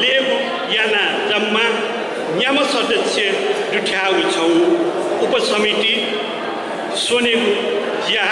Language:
Newari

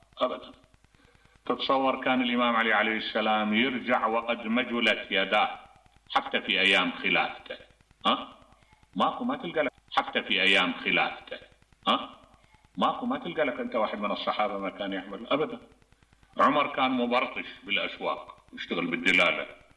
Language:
Mesopotamian Arabic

